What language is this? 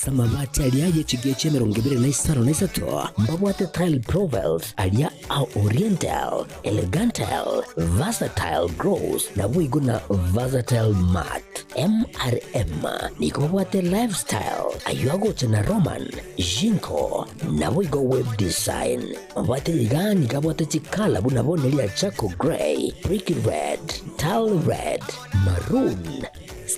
Gusii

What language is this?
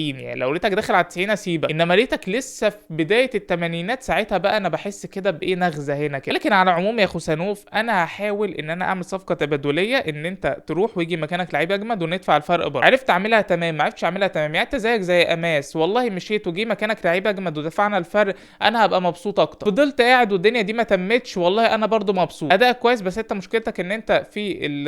Egyptian Arabic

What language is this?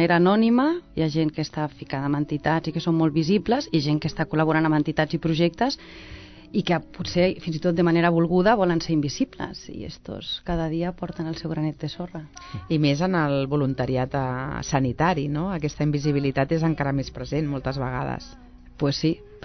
Catalan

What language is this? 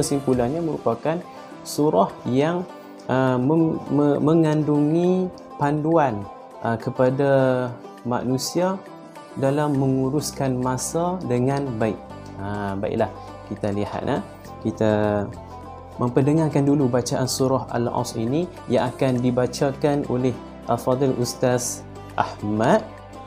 Malay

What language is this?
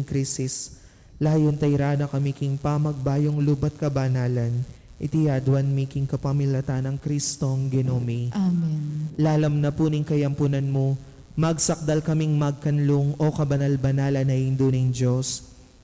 Pampanga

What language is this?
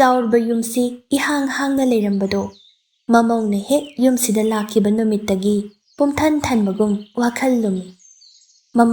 Manipuri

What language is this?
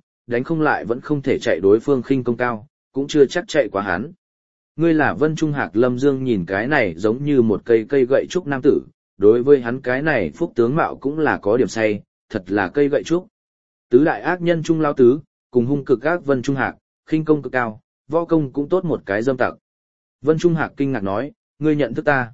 Vietnamese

